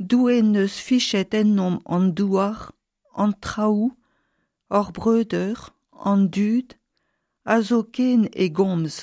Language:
Breton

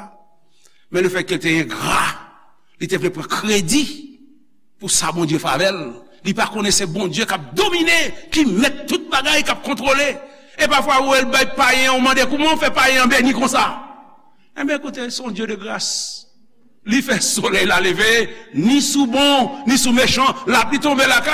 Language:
Haitian Creole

